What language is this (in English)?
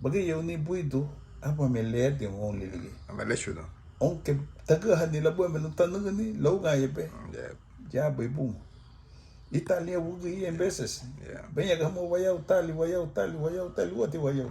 Garifuna